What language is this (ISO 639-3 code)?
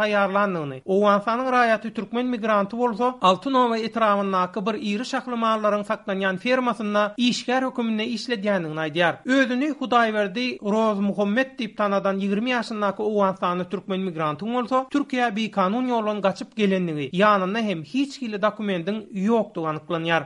tuk